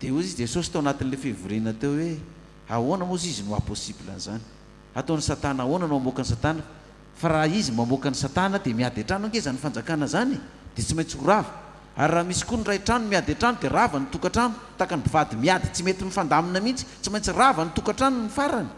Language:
Malagasy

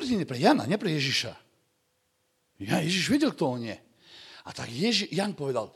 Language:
Slovak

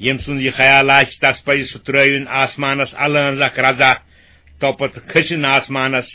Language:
Kashmiri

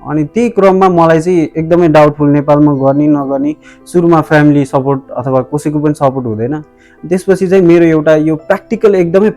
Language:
Nepali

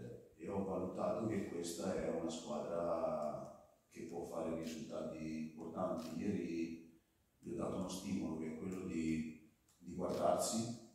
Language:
Italian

